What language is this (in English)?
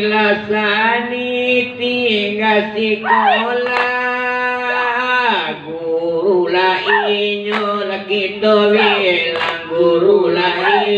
Minangkabau